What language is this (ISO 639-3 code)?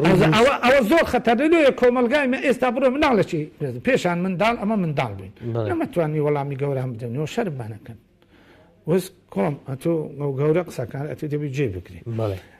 ckb